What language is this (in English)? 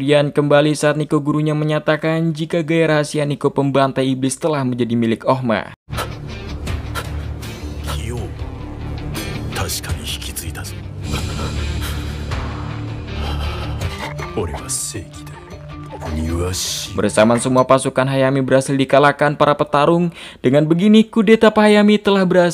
Indonesian